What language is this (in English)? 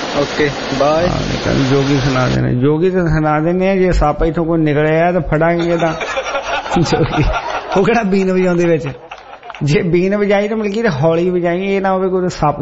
Punjabi